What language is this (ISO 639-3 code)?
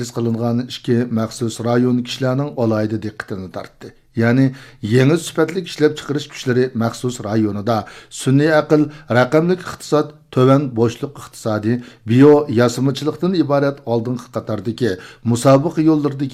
uig